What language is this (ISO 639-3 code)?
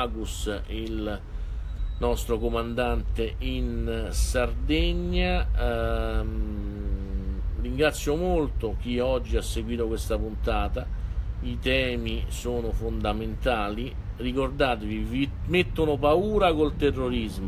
ita